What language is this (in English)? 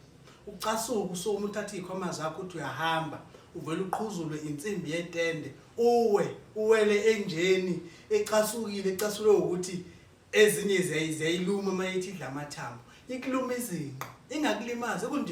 Zulu